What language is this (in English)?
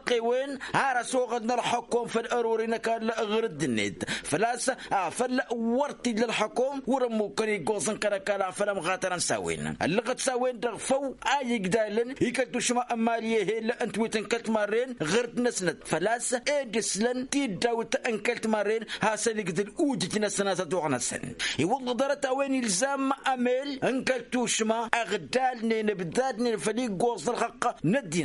Tamasheq